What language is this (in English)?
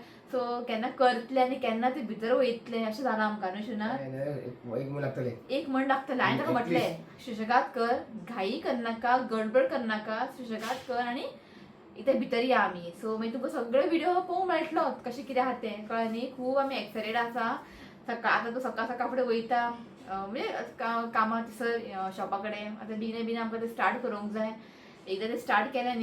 Konkani